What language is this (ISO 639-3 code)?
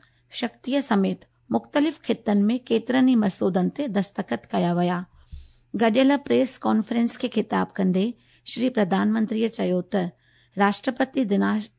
snd